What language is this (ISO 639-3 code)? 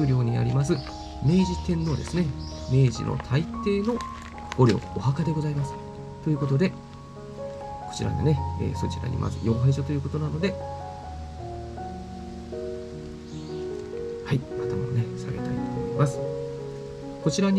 jpn